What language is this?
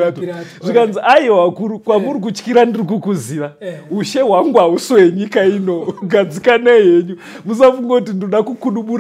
Shona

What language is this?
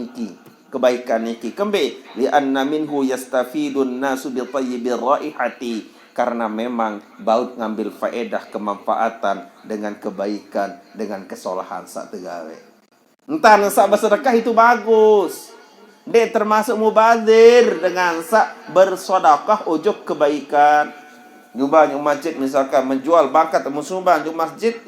Sasak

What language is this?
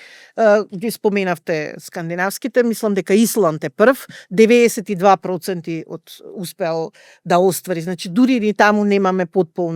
Macedonian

